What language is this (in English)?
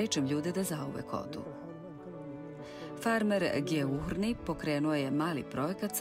Serbian